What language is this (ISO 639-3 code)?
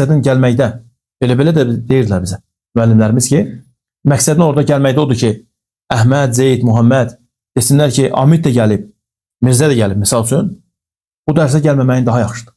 aze